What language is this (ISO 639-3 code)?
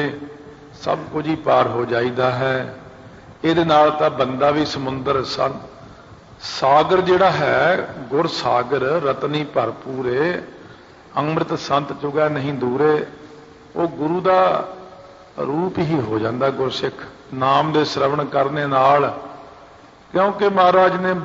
pan